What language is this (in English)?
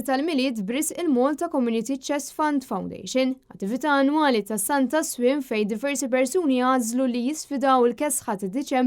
Maltese